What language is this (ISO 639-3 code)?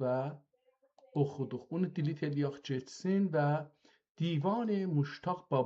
azb